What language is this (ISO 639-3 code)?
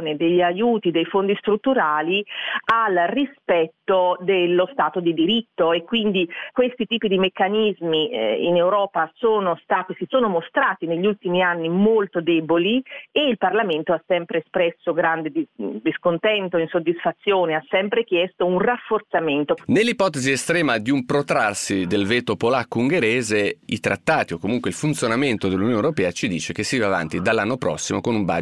ita